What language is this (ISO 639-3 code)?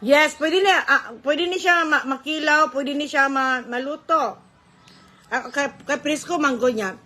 ceb